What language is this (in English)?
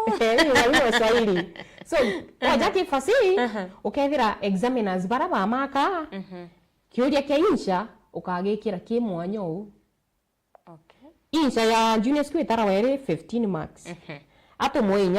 Meru